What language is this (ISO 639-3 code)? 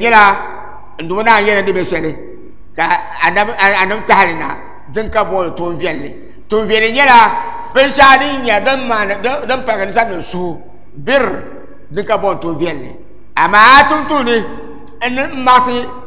dag